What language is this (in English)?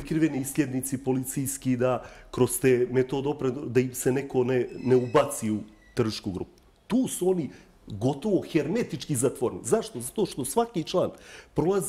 Bosnian